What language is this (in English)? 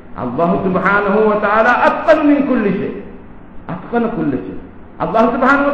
Divehi